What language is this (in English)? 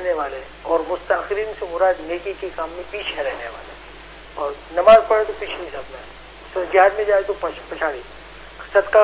Urdu